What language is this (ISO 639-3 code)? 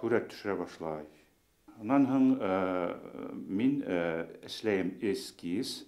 bak